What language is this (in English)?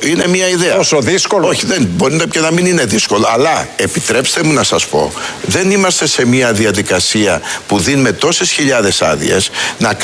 Greek